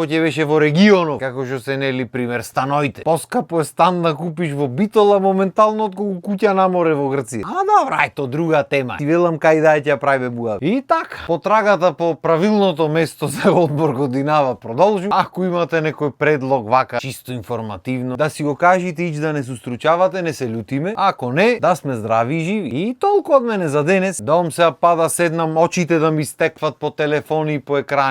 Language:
Macedonian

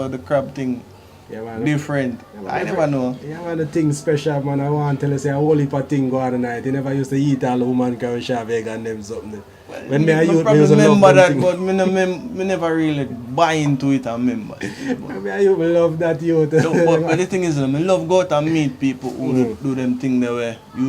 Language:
Jamaican Creole English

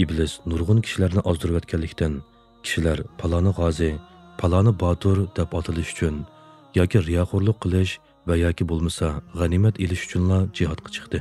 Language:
Uyghur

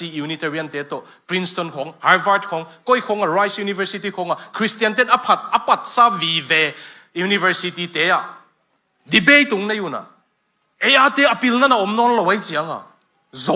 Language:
Tedim Chin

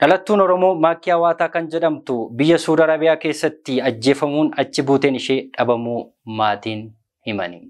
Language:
Oromo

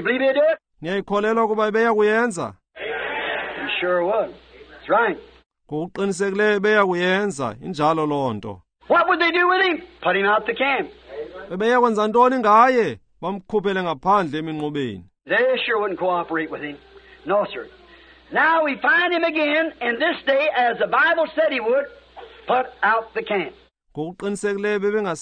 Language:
Xhosa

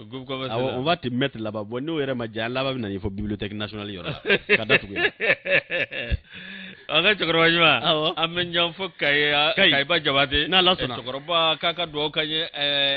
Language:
Bambara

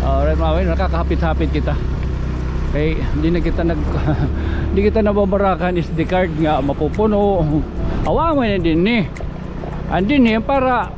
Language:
Waray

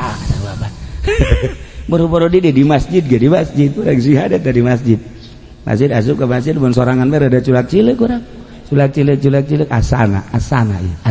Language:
Sundanese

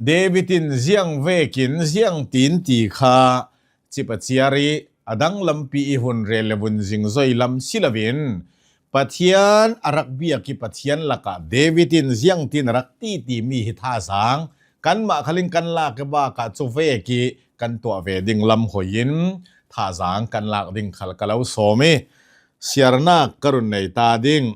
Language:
Hakha Chin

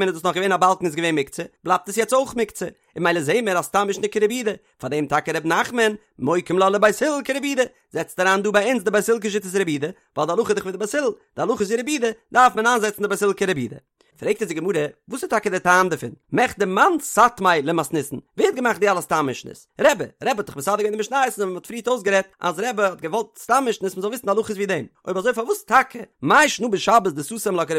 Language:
Yiddish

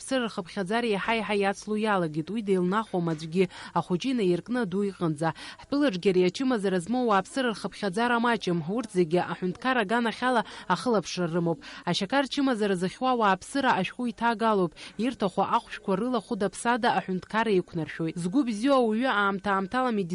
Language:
Abkhazian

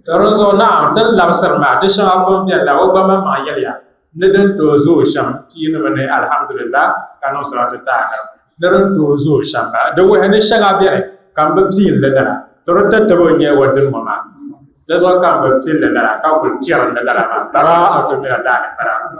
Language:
Dagbani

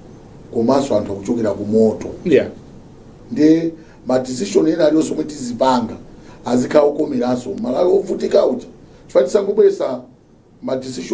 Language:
Nyanja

